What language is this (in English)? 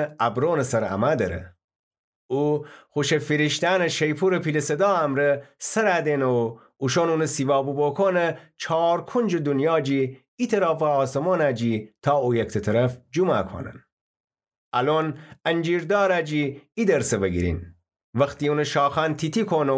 Gilaki